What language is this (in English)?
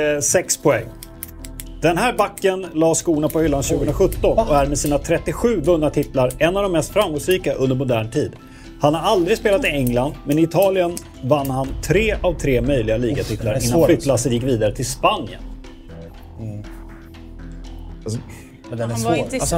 Swedish